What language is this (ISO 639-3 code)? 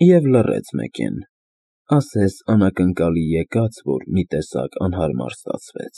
hye